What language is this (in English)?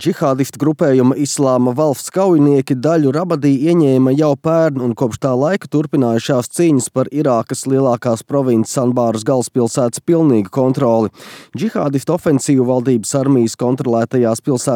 Latvian